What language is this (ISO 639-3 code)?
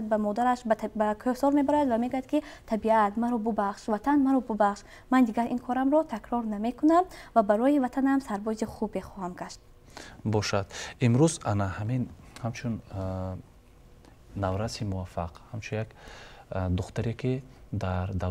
tgk